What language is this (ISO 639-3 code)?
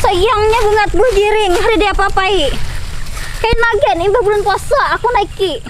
bjn